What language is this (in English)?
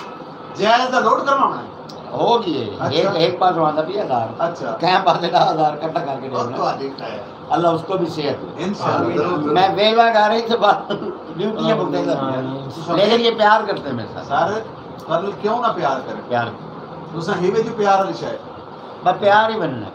Saraiki